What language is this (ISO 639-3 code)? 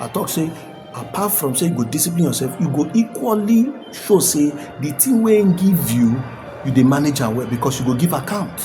pcm